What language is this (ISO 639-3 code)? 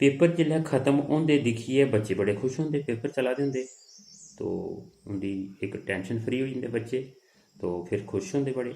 doi